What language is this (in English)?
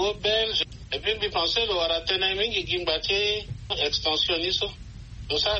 Swahili